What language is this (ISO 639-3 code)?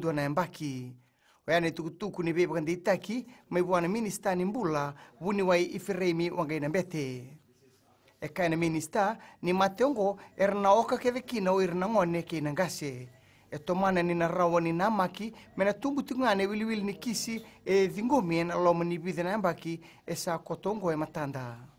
fij